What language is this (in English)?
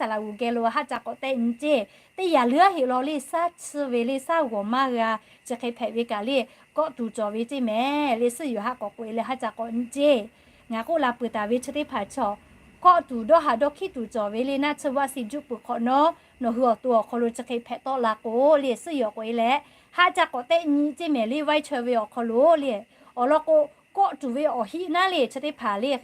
Lahu